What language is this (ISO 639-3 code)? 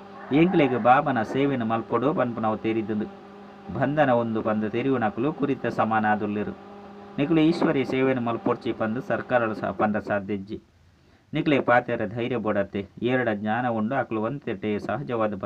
tcy